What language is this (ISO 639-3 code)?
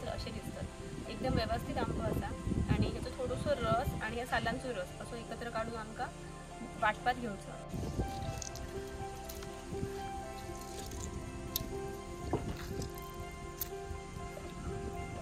mar